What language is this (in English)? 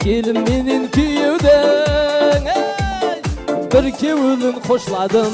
Kara-Kalpak